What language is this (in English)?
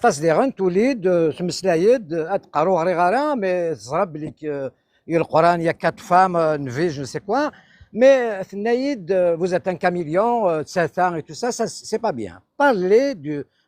Kabyle